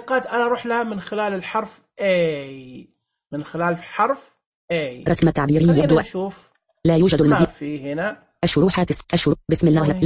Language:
Najdi Arabic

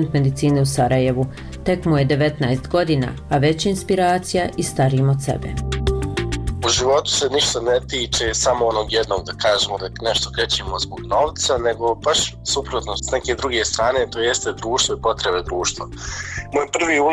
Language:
Bosnian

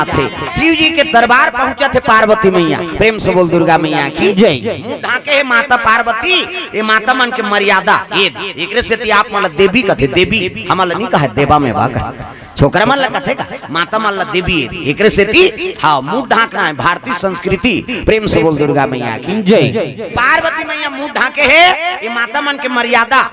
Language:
Chhattisgarhi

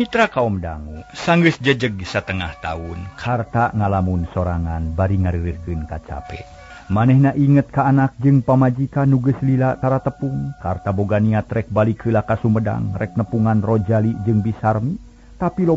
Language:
Sundanese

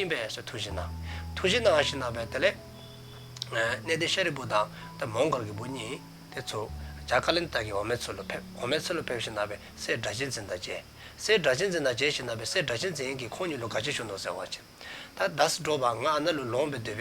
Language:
Dzongkha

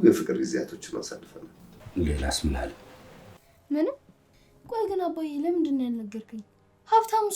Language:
Amharic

